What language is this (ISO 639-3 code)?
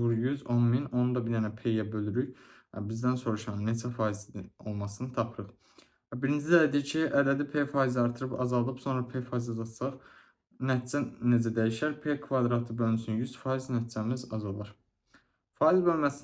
aze